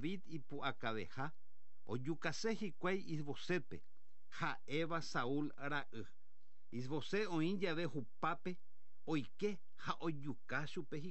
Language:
Guarani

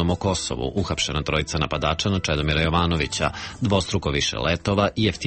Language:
Serbian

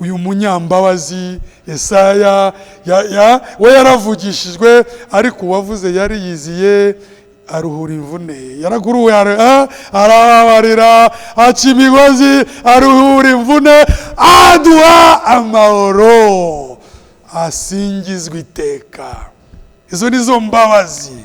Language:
Kinyarwanda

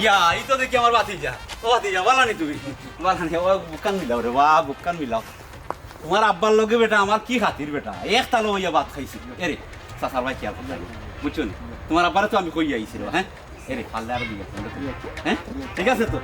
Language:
Sylheti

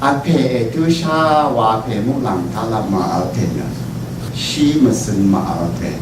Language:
Rawang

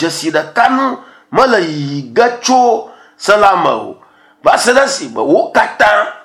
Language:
Ewe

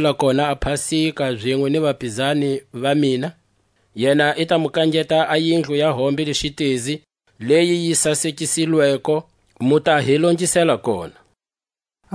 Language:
Tswa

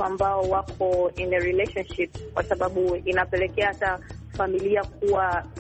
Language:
Swahili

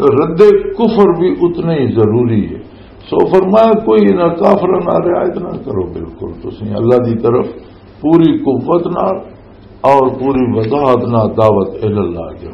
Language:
Western Panjabi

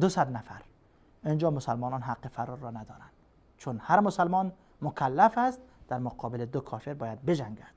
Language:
Persian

